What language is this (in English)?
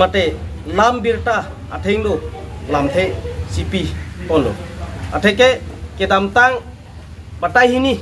Karbi